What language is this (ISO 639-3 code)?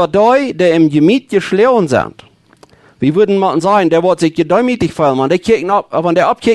pdt